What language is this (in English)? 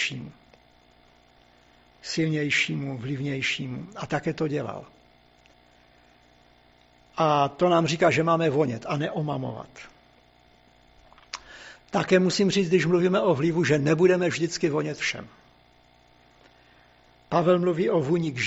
Czech